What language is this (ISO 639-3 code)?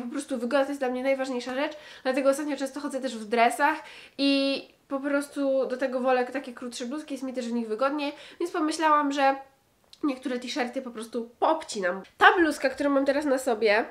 pol